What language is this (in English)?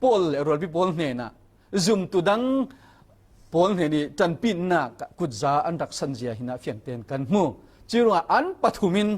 Falam Chin